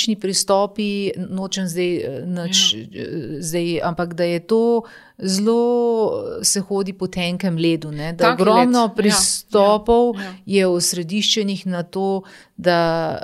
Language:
Slovenian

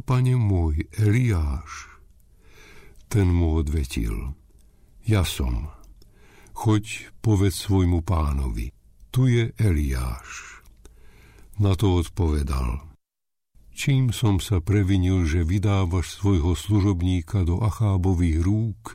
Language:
Slovak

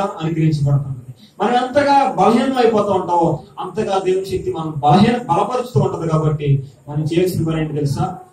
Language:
Telugu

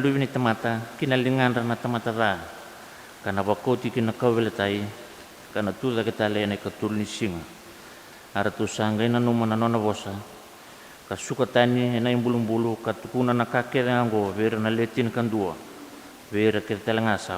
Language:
Fijian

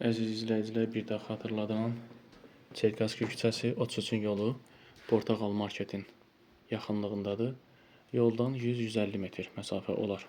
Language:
Azerbaijani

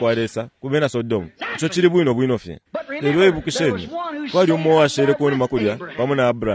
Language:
Bemba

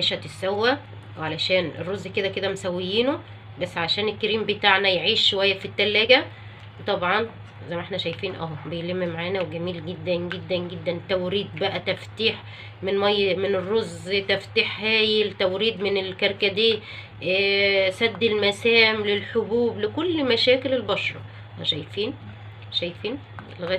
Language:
Egyptian Arabic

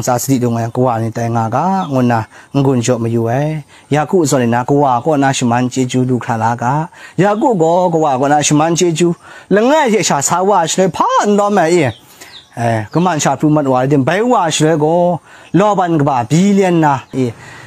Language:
Kachin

